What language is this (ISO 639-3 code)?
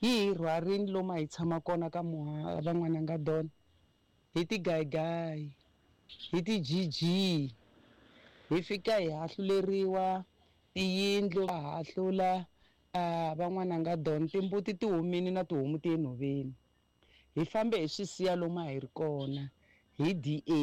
tso